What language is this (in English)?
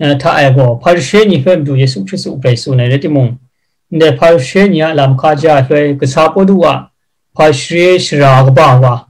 Kachin